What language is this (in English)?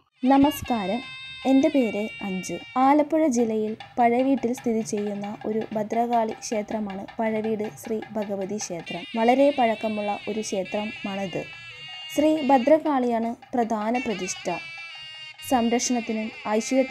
Malayalam